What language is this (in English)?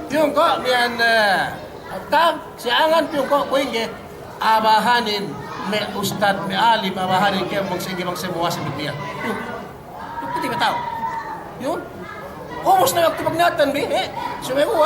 Yakan